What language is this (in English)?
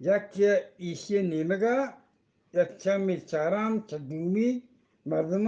Eastern Balochi